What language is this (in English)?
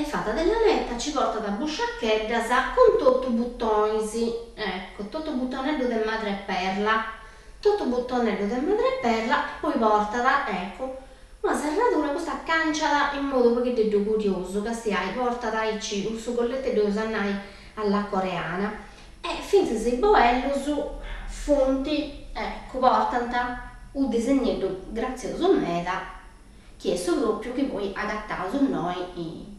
Sardinian